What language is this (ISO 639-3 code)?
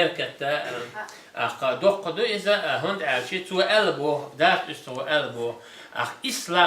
che